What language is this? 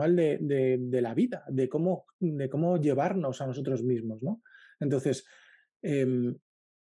Spanish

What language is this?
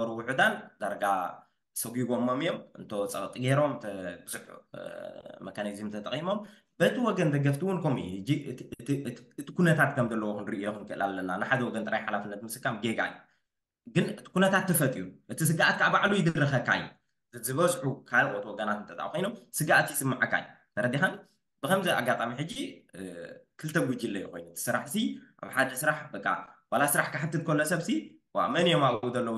Tigrinya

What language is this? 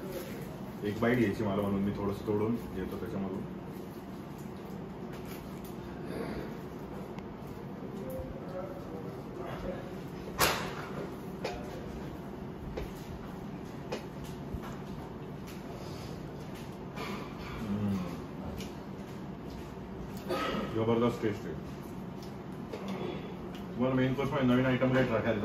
Marathi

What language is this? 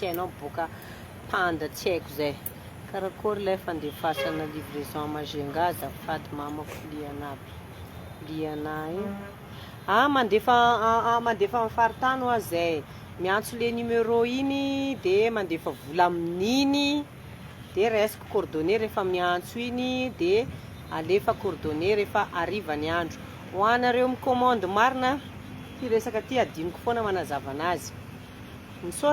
Malagasy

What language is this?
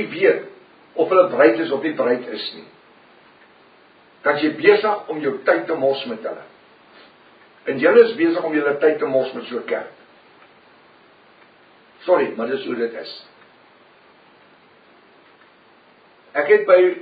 Afrikaans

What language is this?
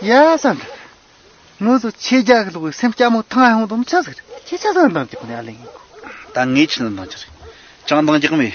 Tibetan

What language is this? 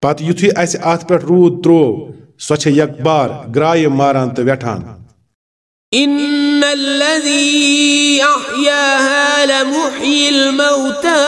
Kashmiri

